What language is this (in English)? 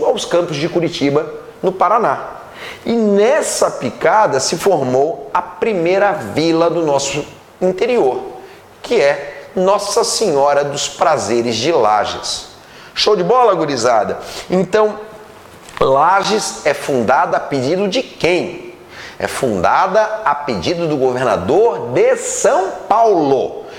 Portuguese